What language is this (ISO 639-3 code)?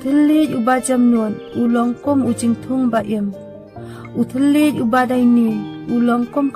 kha